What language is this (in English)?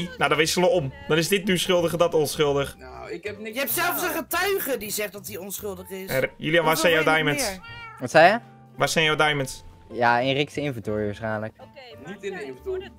Dutch